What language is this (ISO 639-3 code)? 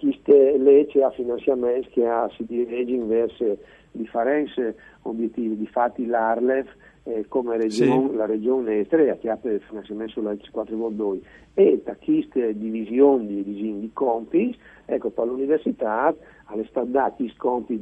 fur